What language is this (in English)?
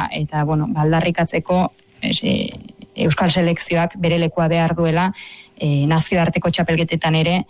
Basque